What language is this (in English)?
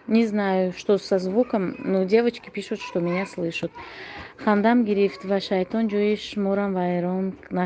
Tajik